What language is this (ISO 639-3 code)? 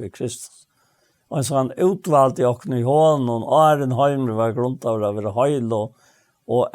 fao